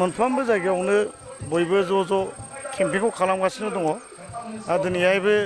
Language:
Bodo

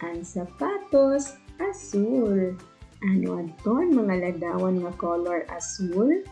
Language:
Waray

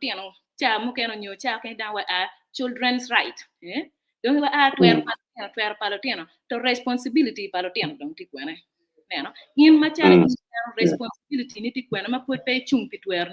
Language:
Acoli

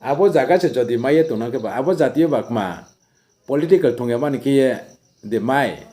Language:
Riang (India)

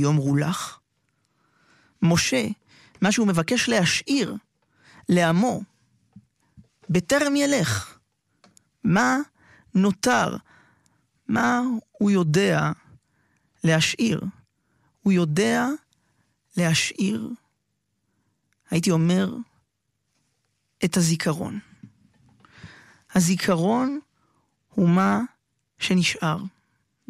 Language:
Hebrew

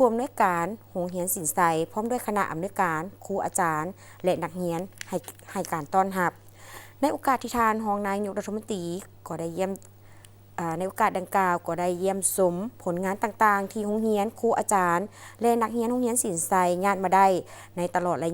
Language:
Lao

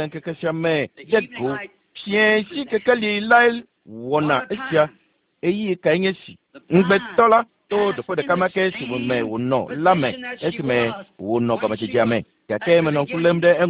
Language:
Ewe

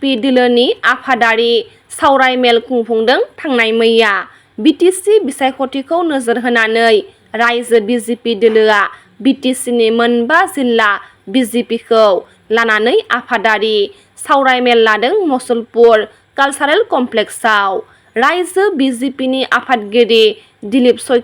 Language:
Bodo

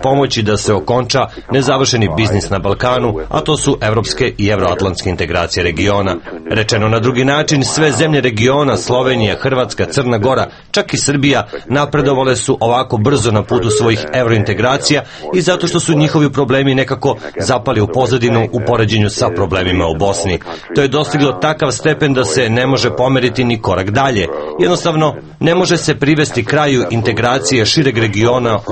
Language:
Serbian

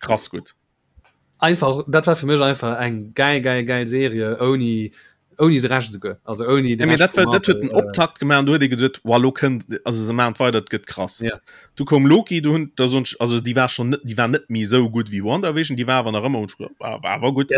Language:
Luxembourgish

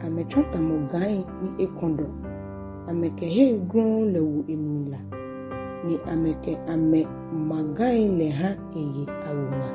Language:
Ga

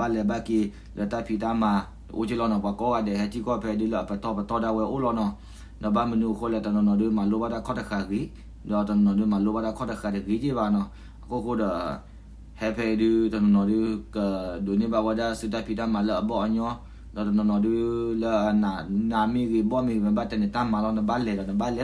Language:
S'gaw Karen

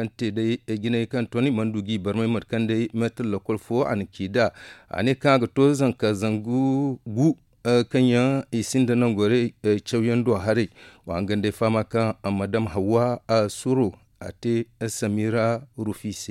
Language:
Zarma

